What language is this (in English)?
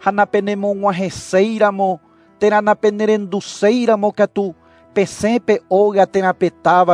Guarani